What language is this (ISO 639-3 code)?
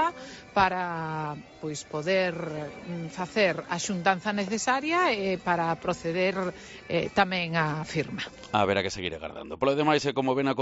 glg